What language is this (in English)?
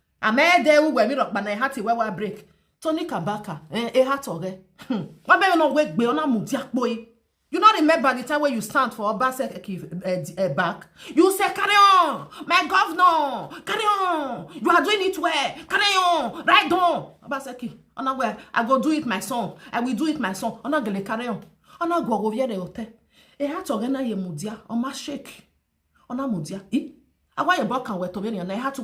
Nigerian Pidgin